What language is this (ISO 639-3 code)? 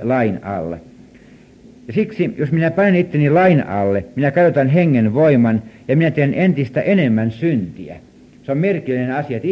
fin